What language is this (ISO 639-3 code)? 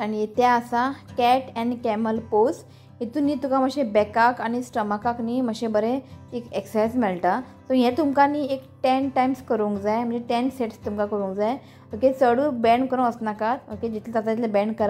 kok